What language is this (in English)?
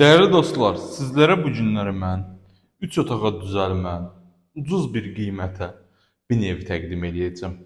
Azerbaijani